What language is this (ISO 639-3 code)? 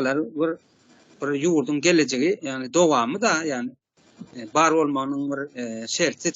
tuk